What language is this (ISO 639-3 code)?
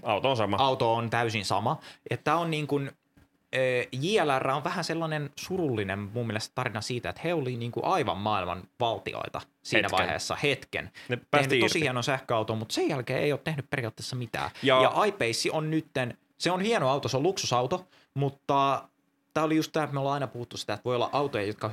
fin